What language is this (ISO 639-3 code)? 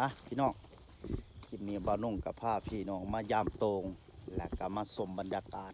tts